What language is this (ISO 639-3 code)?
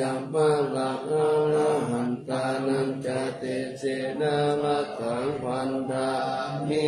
pli